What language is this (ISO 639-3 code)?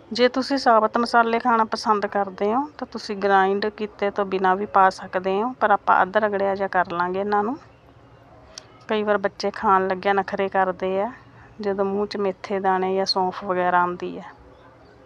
pan